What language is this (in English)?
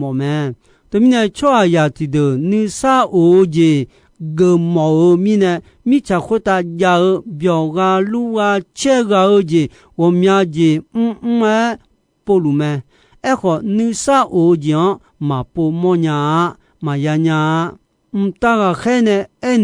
Akha